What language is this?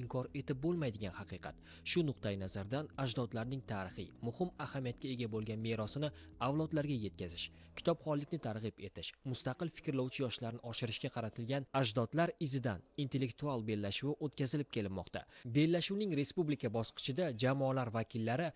Uzbek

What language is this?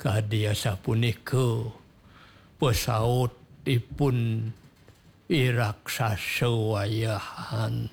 Balinese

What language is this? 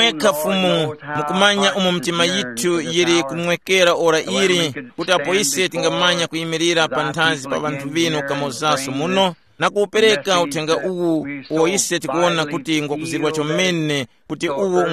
Tumbuka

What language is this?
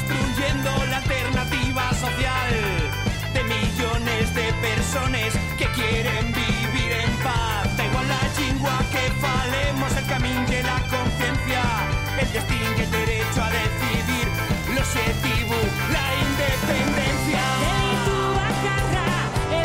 Basque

